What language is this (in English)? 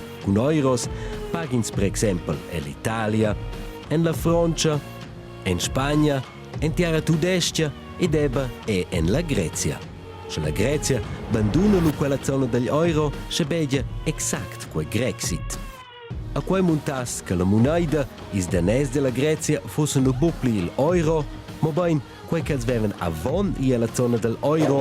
Romansh